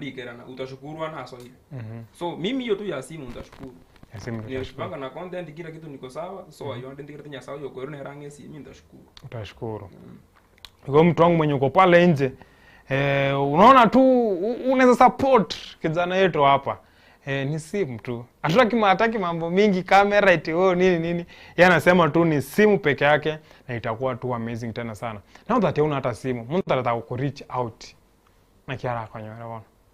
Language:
Gusii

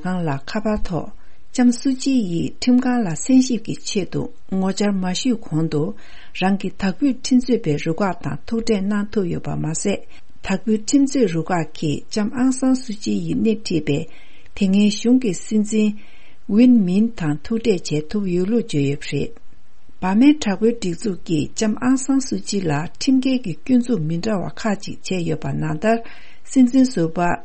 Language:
Tibetan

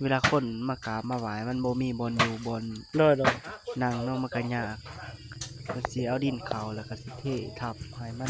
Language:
Lao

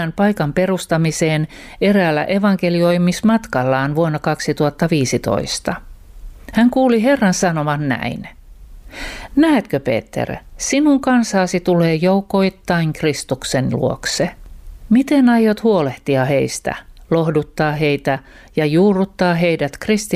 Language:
Finnish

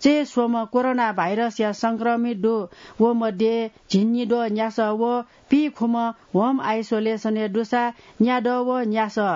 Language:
Newari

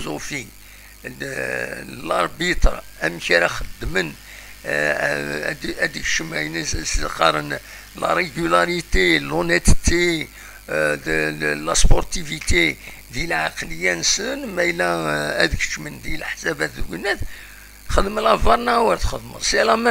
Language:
Kabyle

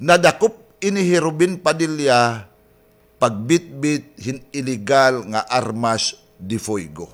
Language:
Waray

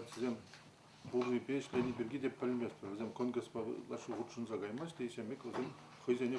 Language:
Chuvash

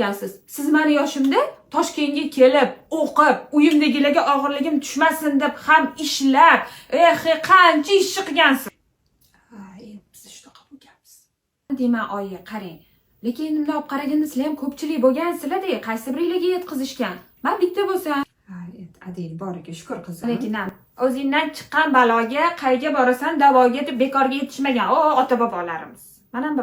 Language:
Uzbek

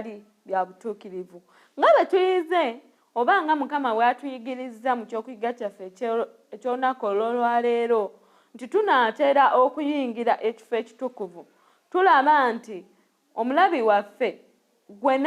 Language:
Ganda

